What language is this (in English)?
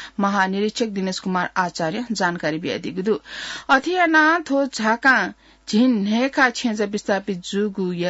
Newari